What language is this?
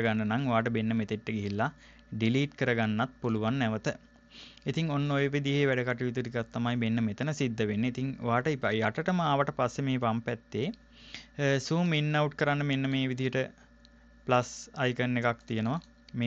Sinhala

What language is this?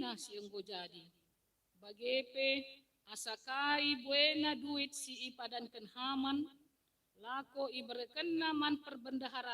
Batak Karo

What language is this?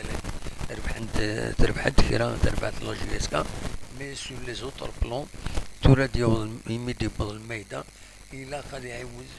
Kabyle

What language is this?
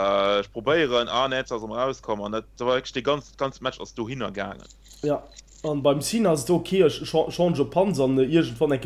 Luxembourgish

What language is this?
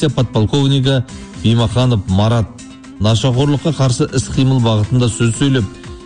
Kazakh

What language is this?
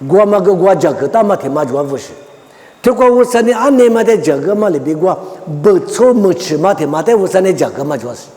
Lisu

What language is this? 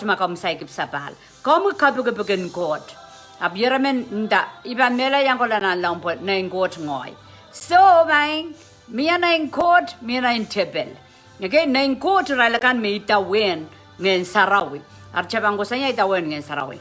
Pohnpeian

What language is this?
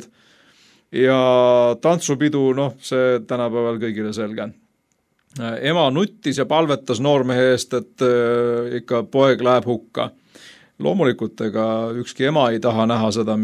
Estonian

